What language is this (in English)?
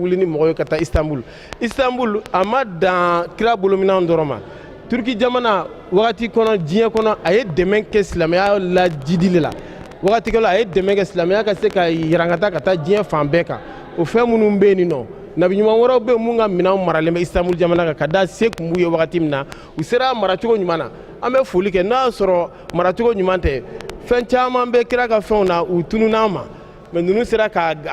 Bambara